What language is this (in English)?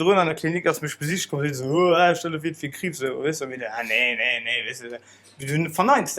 Luxembourgish